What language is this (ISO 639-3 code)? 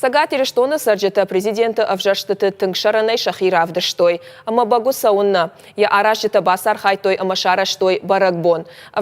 oss